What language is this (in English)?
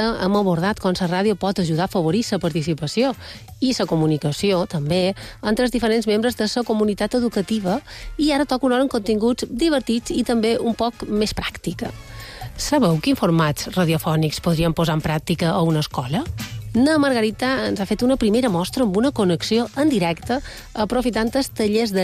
Catalan